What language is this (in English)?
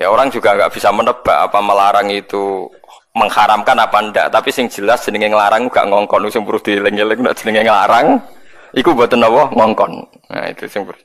Javanese